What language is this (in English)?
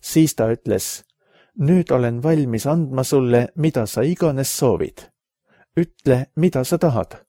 Estonian